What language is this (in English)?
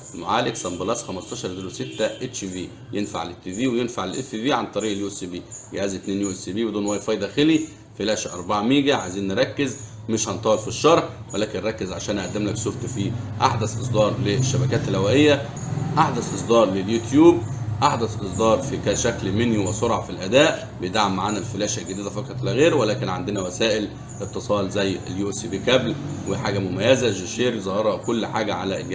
Egyptian Arabic